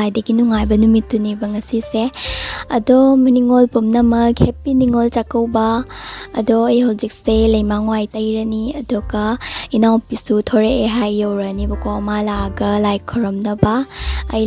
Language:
Manipuri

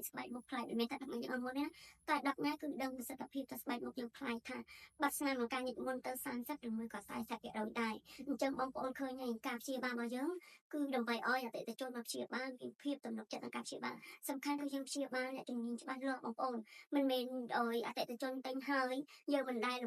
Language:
Khmer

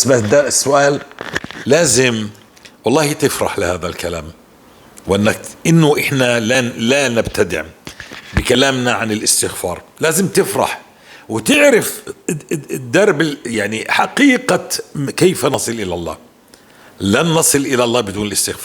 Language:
North Levantine Arabic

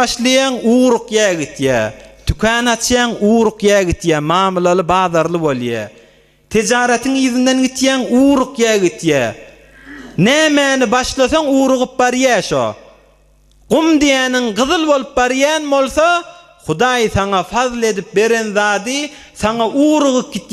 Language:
Turkmen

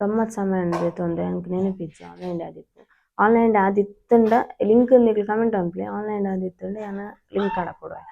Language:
Tulu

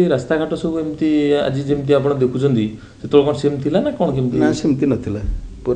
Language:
Odia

